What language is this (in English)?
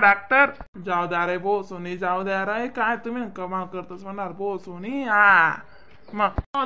Khandesi